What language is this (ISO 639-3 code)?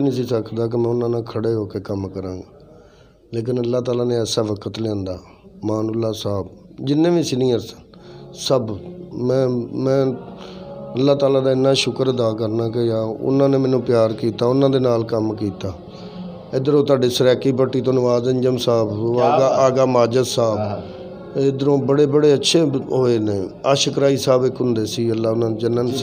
lah